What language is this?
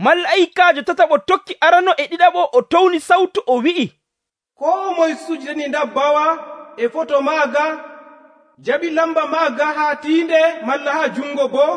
Nigerian Fulfulde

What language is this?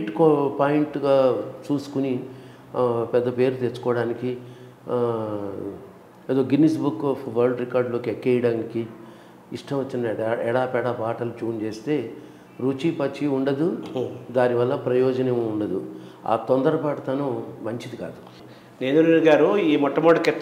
Telugu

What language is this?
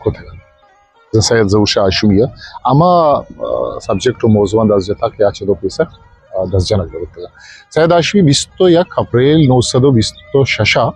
Eastern Balochi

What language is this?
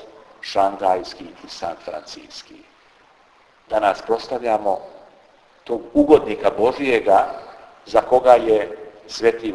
Serbian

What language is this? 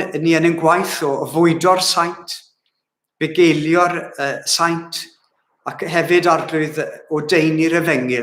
Welsh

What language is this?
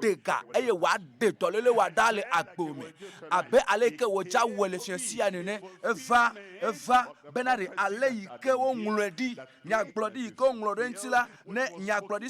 Ewe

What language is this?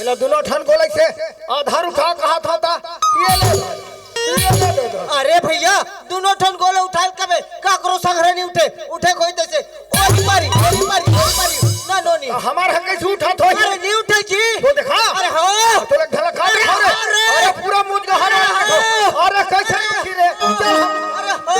Chhattisgarhi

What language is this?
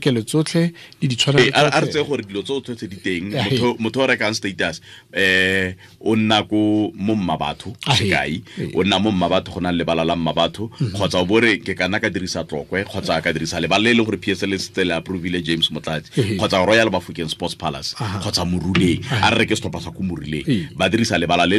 Tswana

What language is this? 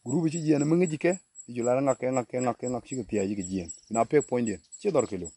Nuer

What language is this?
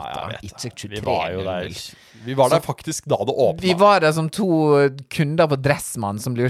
Norwegian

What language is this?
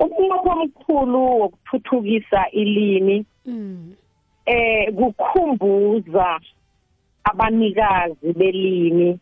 South Ndebele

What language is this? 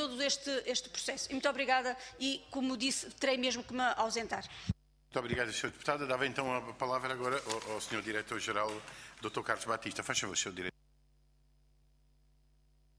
Portuguese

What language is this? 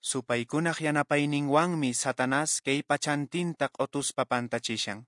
Quechua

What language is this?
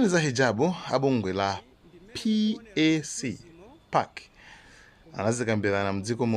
Nyanja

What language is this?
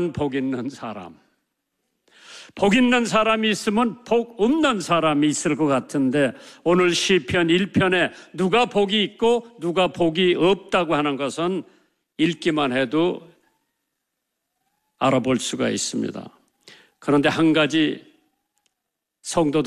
Korean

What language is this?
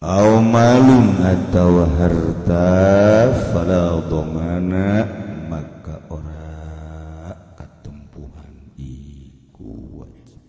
Sundanese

